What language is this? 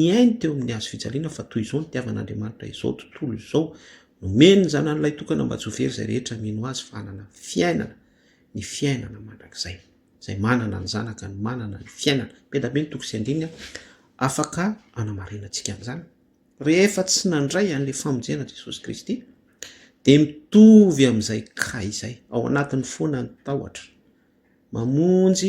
Malagasy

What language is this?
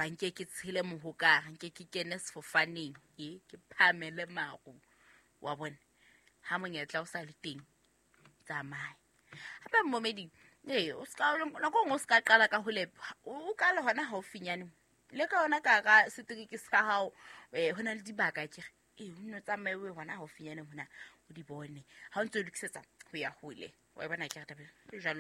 Southern Sotho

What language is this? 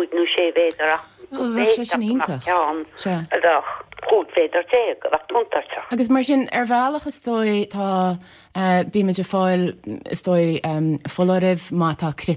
Irish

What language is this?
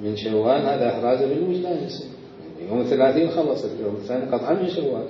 Mesopotamian Arabic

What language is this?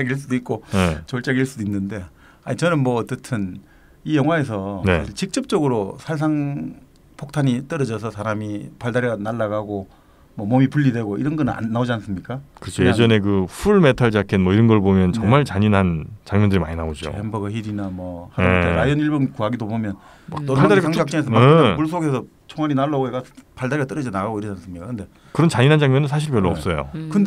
Korean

